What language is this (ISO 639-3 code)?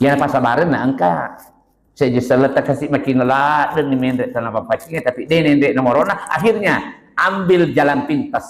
bug